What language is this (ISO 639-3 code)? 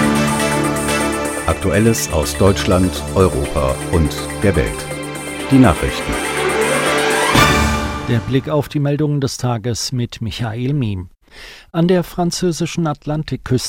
deu